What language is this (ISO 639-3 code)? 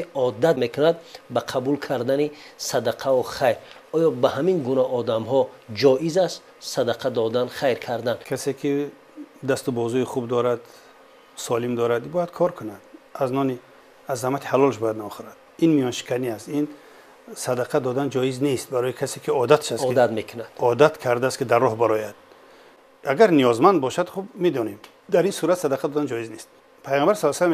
tgk